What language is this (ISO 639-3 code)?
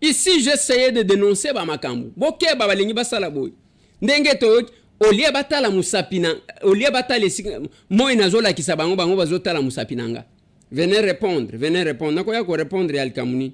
lin